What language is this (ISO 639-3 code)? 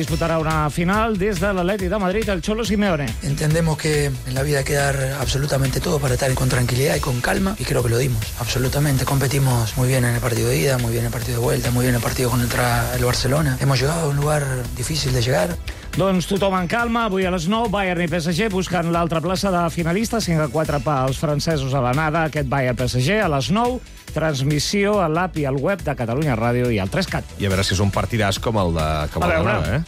cat